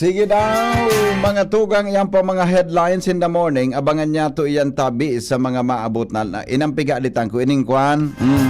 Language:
Bikol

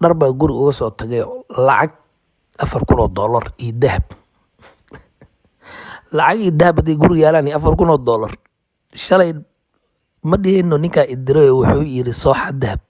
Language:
Somali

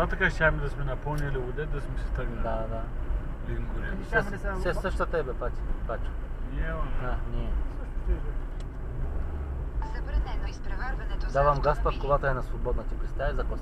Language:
Bulgarian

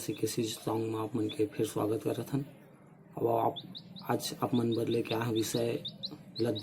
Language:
Chhattisgarhi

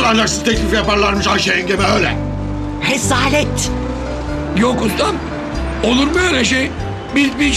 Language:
Turkish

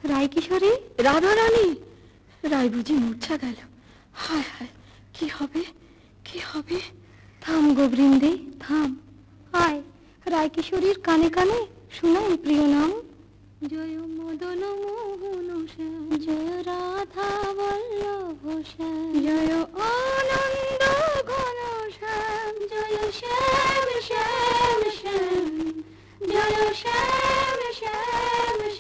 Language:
Bangla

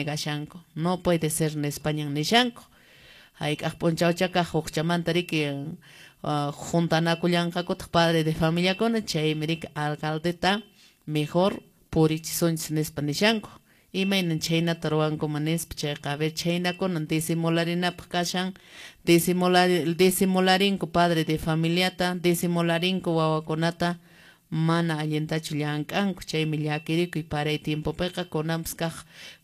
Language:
Quechua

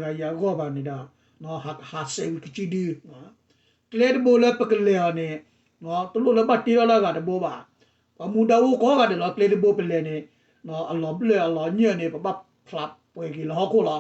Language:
S'gaw Karen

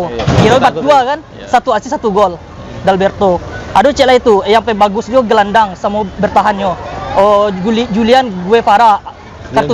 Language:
Minangkabau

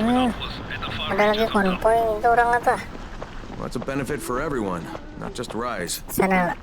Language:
Banjar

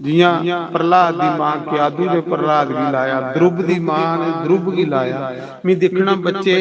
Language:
Dogri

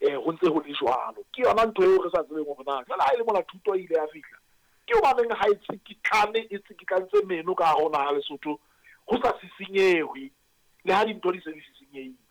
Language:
Southern Sotho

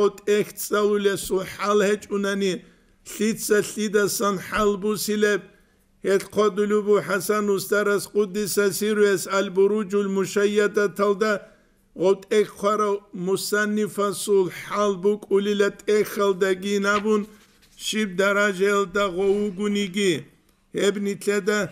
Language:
Avaric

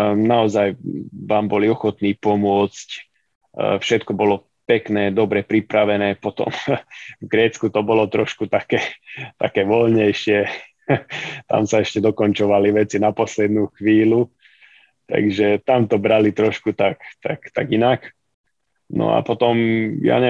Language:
Slovak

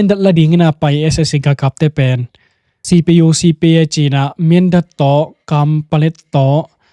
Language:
Tedim Chin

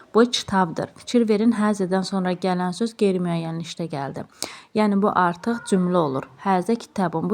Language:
Azerbaijani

